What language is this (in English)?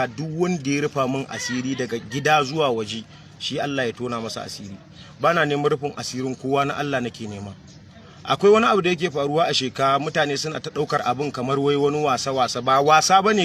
Hausa